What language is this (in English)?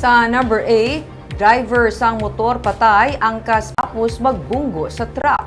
Hiligaynon